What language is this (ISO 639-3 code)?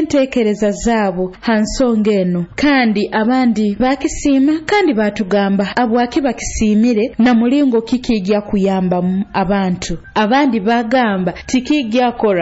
nyo